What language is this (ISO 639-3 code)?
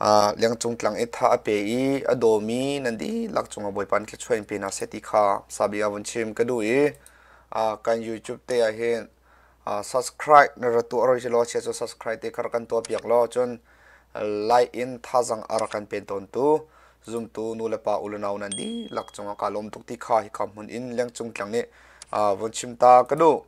cnh